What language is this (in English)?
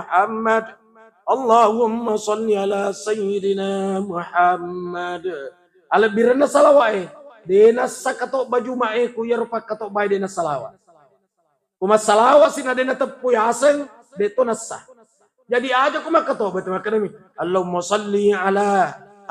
Buginese